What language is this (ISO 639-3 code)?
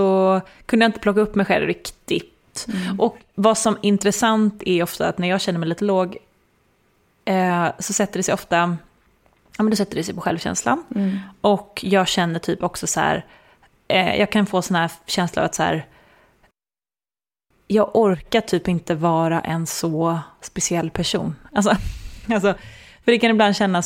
swe